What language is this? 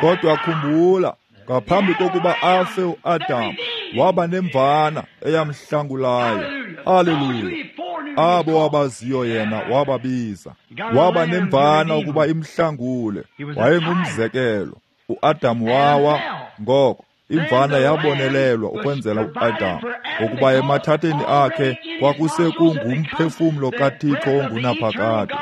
Xhosa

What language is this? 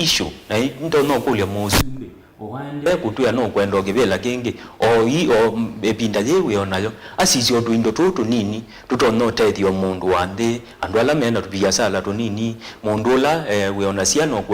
Kamba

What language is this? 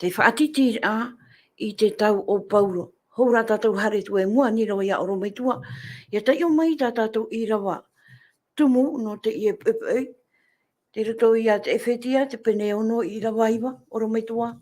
Tahitian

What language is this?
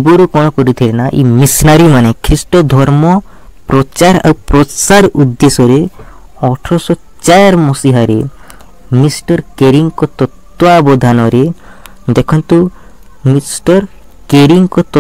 Odia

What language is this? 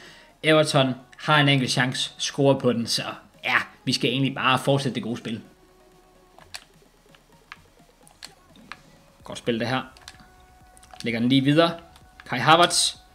Danish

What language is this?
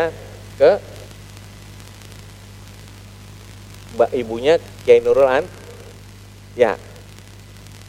Indonesian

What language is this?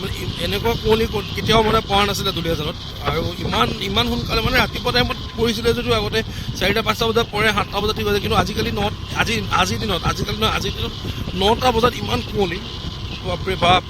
Assamese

